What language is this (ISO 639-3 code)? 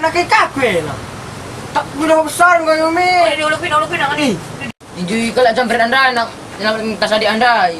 btx